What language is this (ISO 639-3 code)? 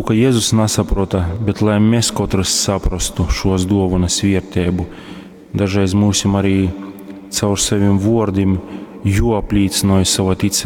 ltg